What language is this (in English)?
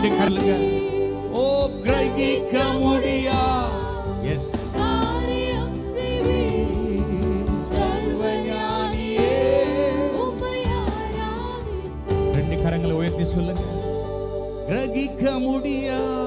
Tamil